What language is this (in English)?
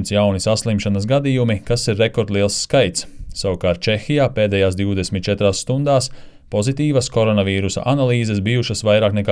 Latvian